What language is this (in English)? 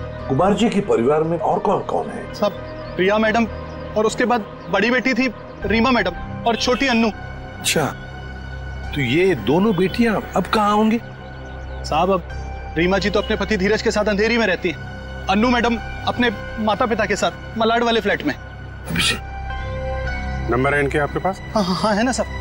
Hindi